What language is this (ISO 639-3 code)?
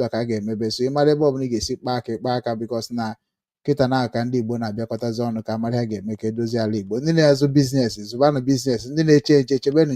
ibo